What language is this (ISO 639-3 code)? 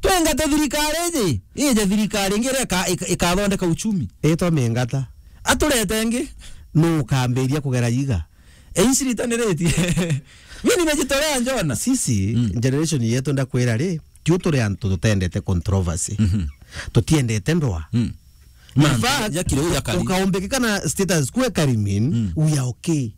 mer